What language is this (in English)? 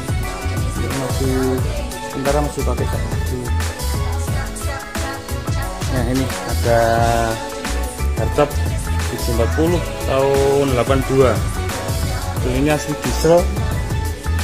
Indonesian